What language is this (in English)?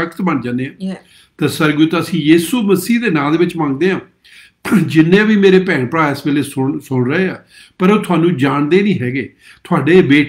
Punjabi